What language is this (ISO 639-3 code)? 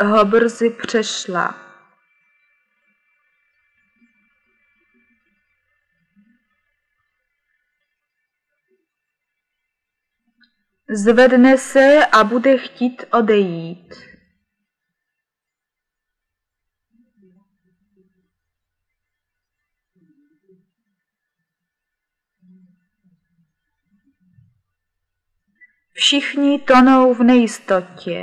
ces